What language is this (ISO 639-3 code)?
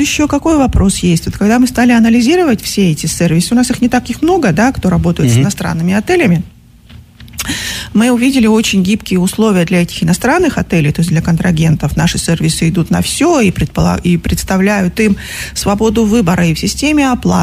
rus